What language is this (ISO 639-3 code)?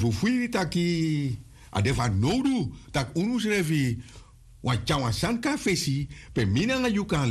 srn